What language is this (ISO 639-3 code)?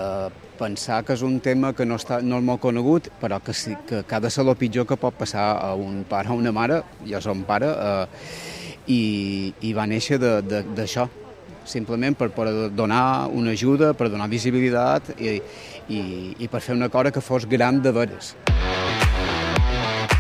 cat